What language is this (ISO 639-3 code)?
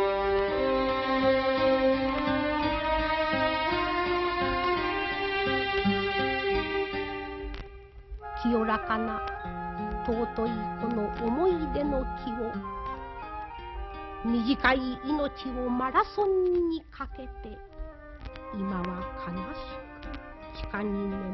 jpn